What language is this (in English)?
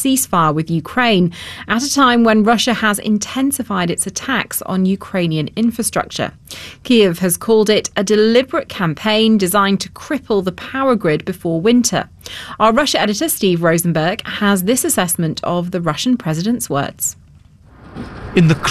English